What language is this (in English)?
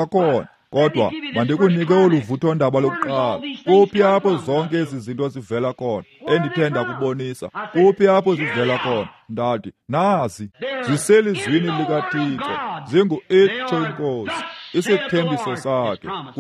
Xhosa